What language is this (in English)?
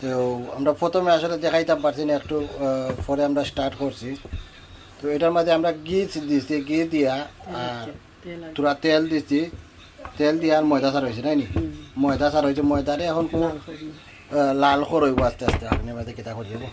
Sylheti